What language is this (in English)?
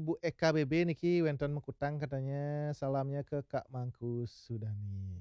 Balinese